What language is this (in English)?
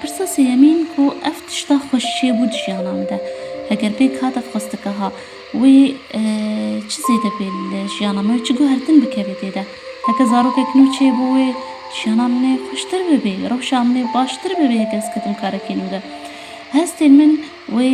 Kurdish